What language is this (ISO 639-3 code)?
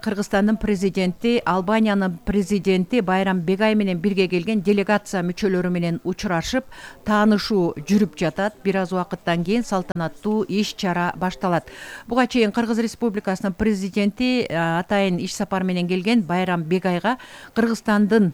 kir